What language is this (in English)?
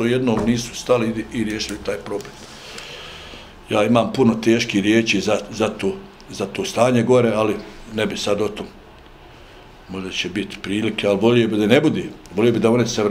Bosnian